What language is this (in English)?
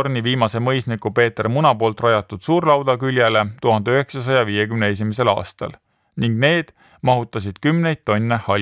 Estonian